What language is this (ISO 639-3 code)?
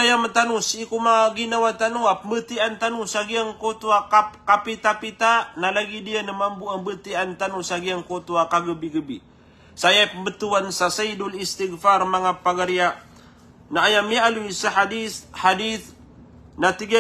mrw